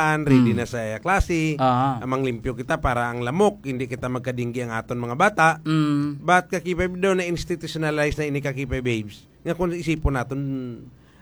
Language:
Hiligaynon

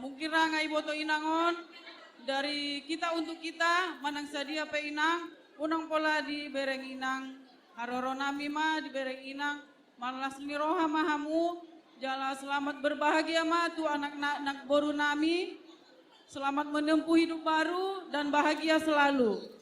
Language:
Batak Toba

